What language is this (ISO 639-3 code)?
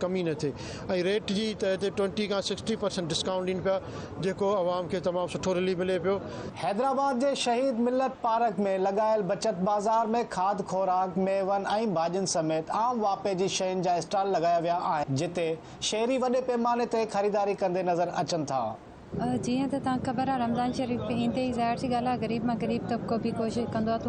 snd